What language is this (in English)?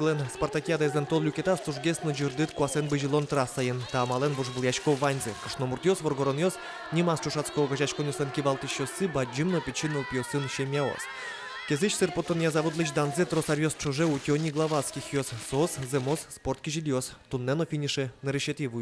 Udmurt